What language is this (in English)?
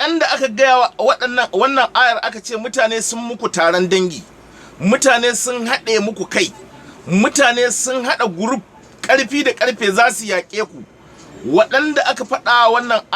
Hausa